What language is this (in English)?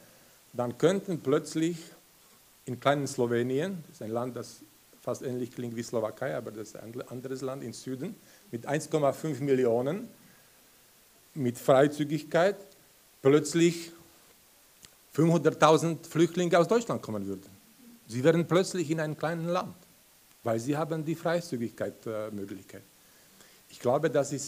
German